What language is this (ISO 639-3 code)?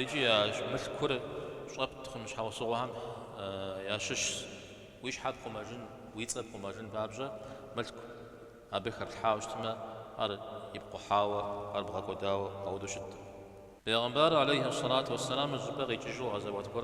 kbd